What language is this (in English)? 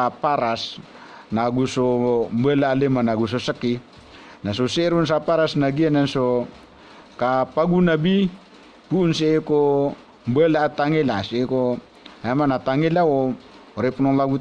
Maranao